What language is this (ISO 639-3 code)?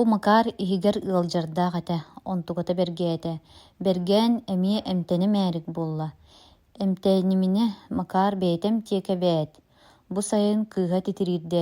sah